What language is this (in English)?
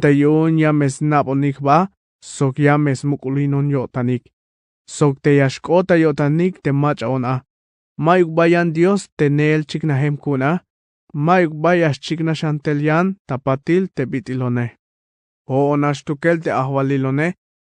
Tzeltal